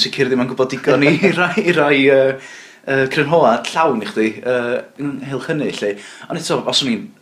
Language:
Welsh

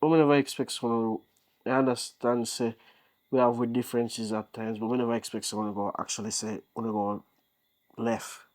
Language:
Jamaican Creole English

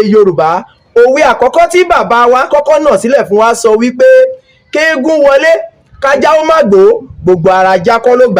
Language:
Yoruba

